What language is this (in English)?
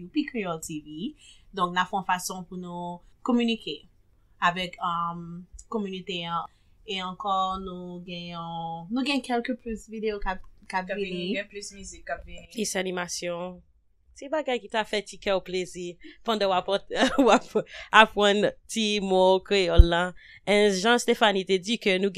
Haitian Creole